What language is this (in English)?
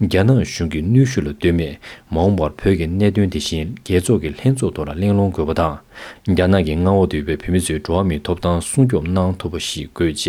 Tibetan